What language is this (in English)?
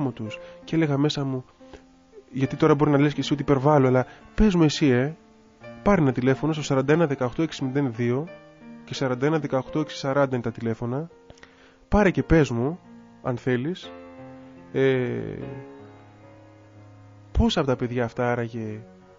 Greek